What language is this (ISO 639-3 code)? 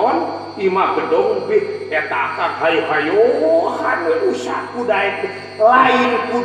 sun